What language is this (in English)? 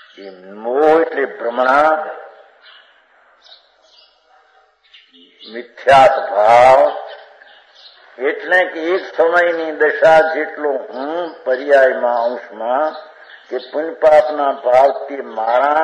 Gujarati